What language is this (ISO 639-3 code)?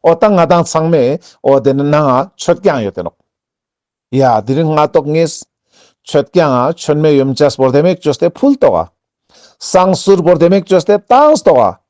lbj